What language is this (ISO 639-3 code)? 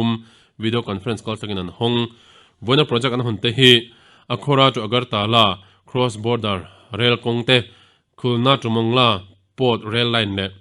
lus